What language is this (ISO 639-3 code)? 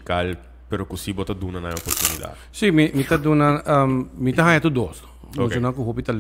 pap